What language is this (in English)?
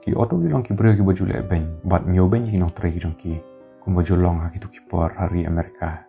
Khasi